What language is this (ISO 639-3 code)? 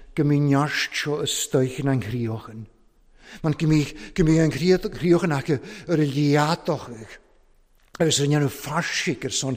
cym